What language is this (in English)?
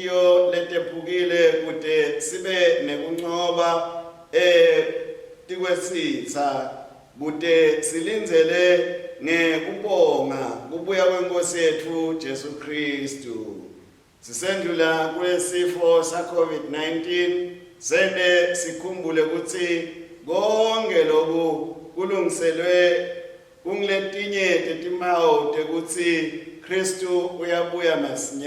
Swati